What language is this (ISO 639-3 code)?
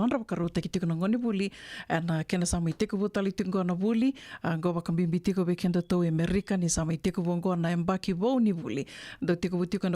fij